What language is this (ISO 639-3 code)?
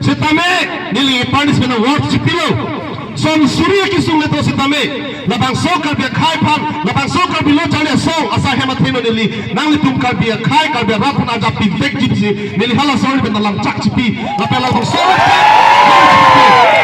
mjw